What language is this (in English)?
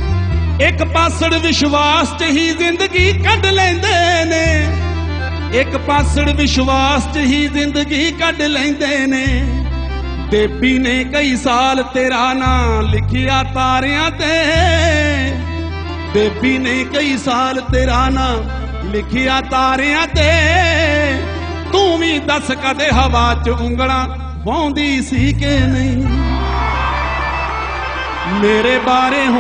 Punjabi